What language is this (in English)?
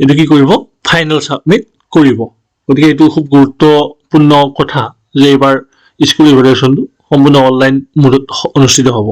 Assamese